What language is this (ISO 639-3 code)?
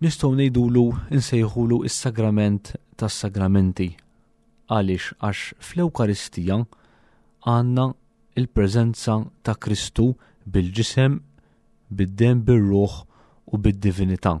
mlt